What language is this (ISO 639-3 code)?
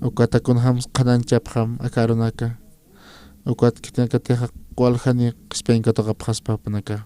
aym